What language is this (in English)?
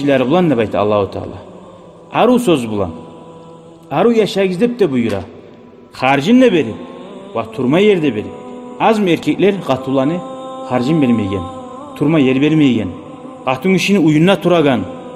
Kumyk